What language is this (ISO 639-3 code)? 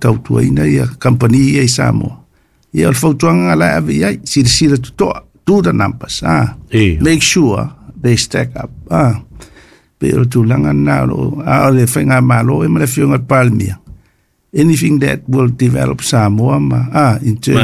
smo